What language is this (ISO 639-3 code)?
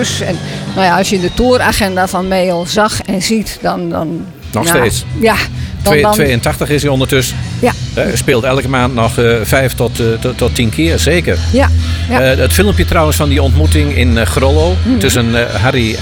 nld